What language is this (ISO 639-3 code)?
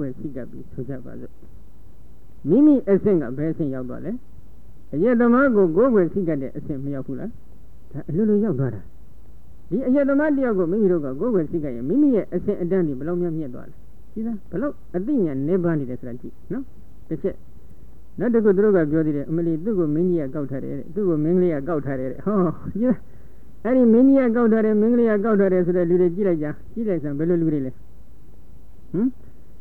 mya